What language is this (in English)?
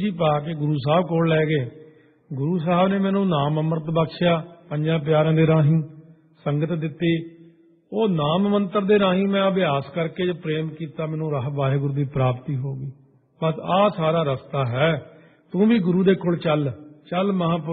Punjabi